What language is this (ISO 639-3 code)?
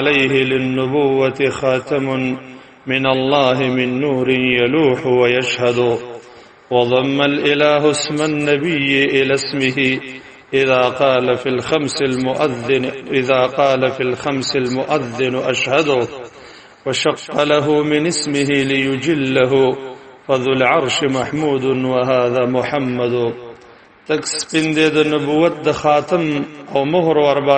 pus